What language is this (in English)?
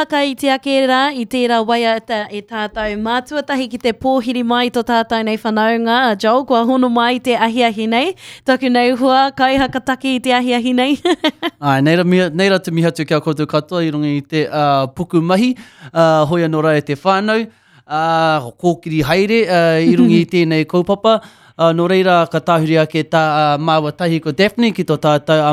Māori